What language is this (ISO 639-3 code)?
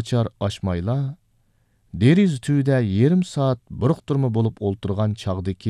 uig